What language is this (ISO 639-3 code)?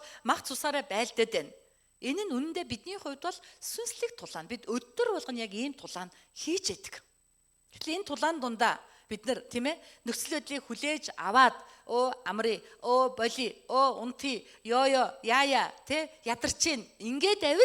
mon